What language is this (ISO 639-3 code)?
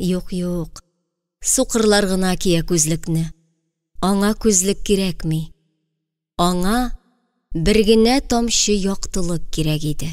tat